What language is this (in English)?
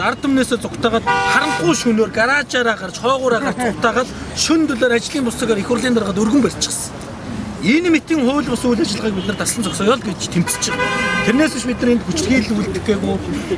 Mongolian